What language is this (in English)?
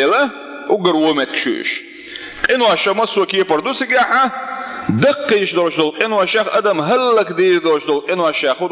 Chechen